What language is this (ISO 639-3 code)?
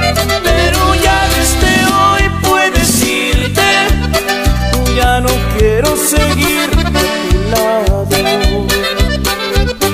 spa